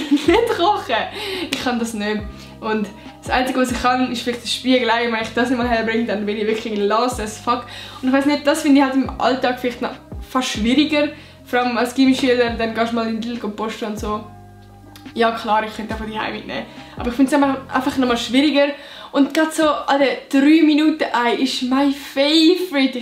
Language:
Swiss German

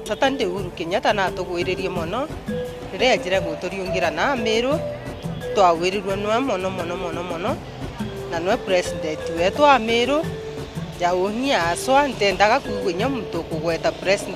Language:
Meru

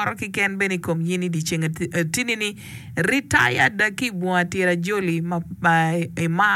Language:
Acoli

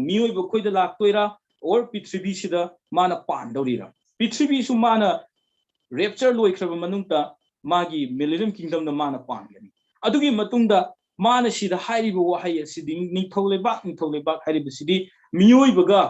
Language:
Manipuri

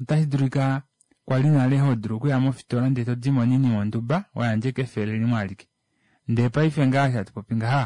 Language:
Kuanyama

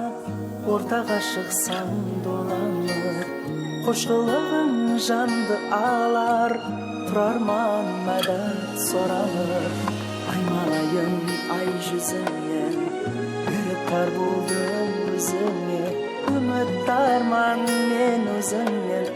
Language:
Kara-Kalpak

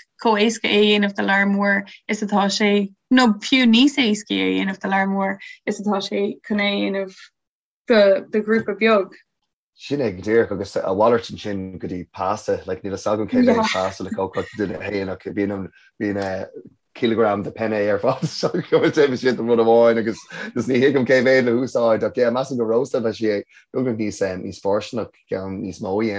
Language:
Irish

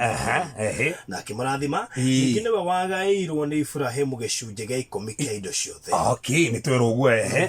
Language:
Kikuyu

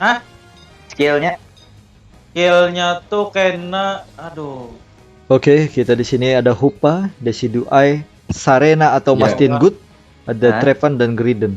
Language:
Banjar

